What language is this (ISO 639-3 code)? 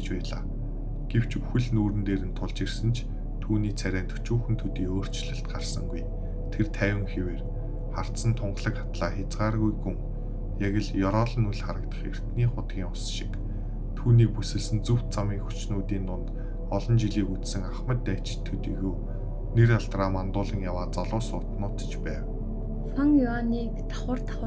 mon